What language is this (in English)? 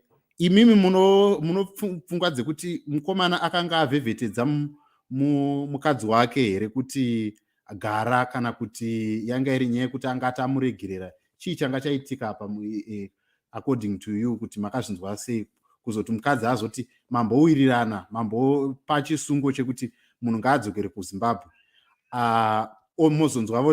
Shona